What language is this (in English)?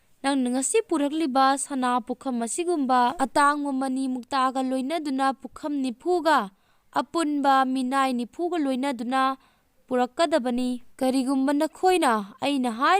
Manipuri